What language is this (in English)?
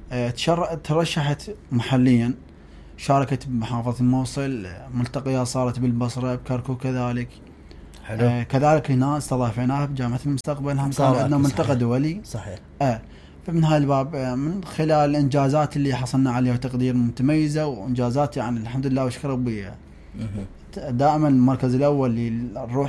Mesopotamian Arabic